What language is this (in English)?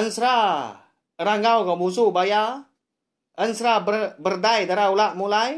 Iban